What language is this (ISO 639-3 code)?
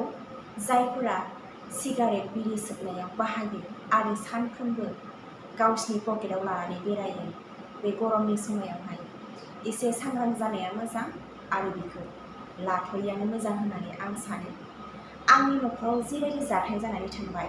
brx